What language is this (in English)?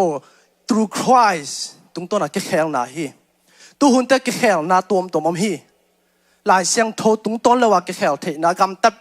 Tedim Chin